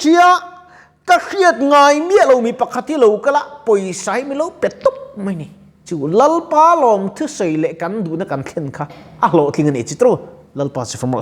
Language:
Mizo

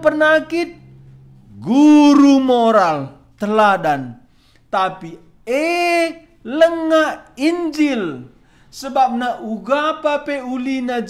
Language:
Batak Karo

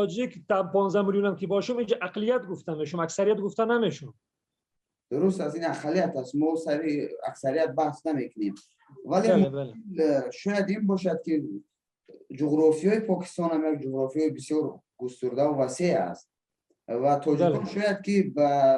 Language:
Persian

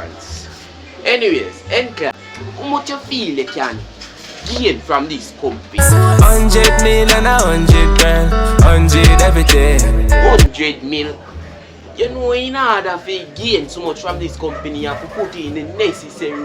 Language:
Jamaican Creole English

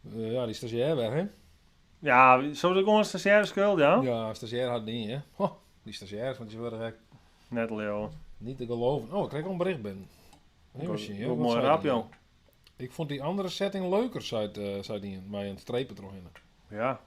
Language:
Western Frisian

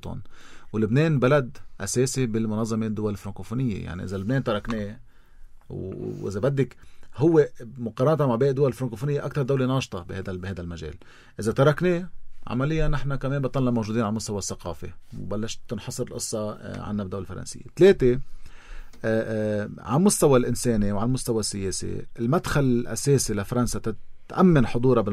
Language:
North Levantine Arabic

